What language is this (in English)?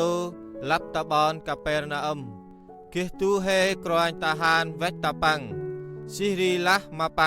Central Mnong